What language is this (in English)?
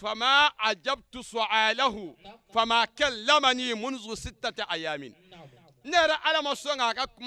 Bambara